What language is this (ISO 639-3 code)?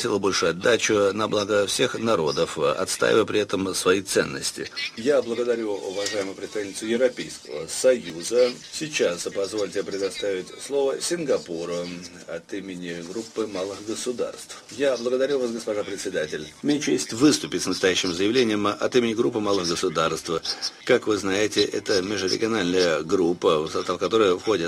rus